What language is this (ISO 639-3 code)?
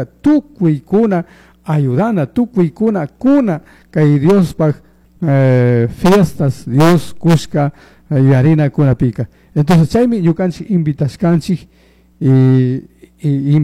qug